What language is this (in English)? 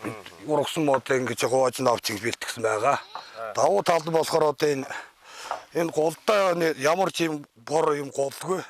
Mongolian